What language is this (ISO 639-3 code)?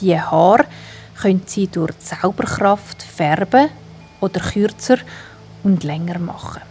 gsw